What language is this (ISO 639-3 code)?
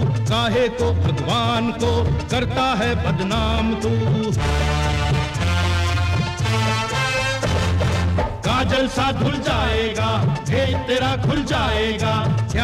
hin